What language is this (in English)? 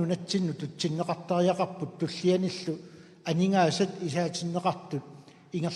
Kalaallisut